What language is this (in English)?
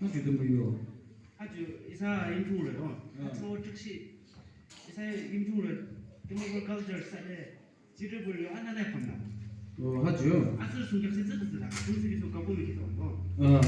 Yimchungru Naga